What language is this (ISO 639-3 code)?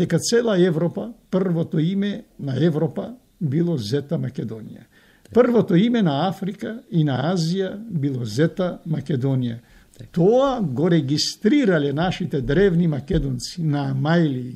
mkd